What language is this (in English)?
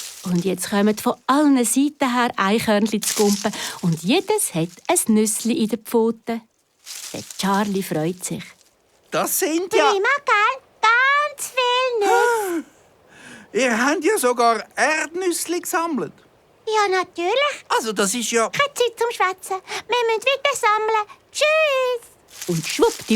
Swiss German